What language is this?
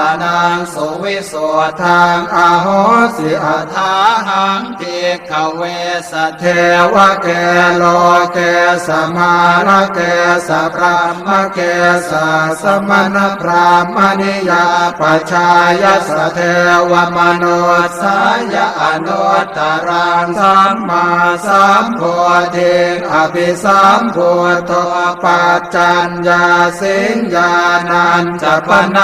Pali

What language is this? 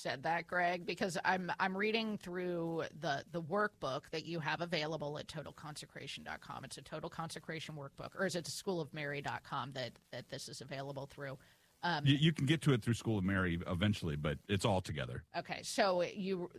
English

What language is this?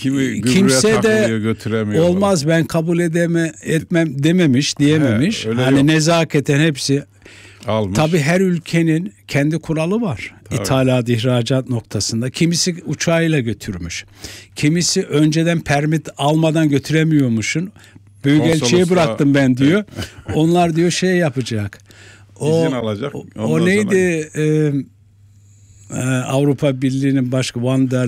Turkish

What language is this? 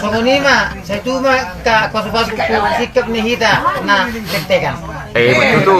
Batak Toba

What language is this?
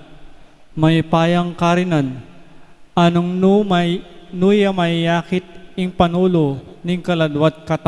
Pampanga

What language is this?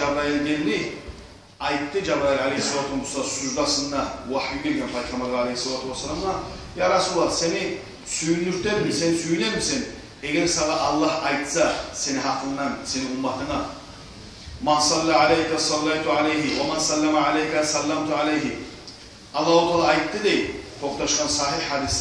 Kumyk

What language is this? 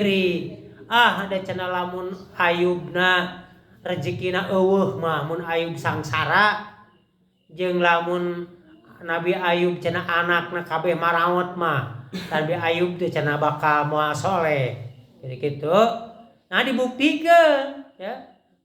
Sundanese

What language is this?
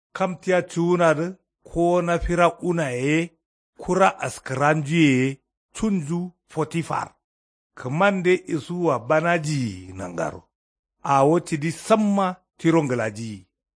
Kanuri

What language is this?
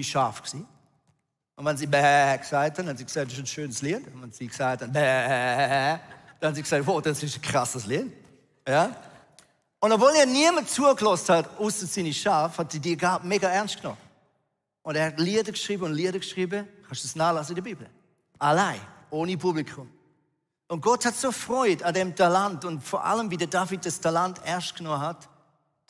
Swiss German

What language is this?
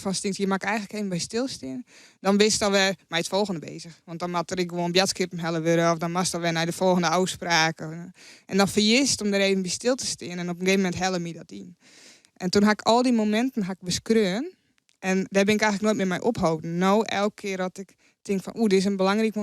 Western Frisian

